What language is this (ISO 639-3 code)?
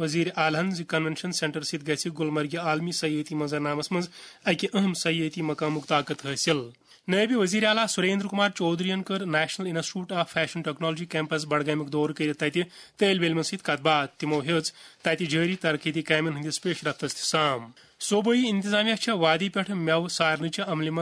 kas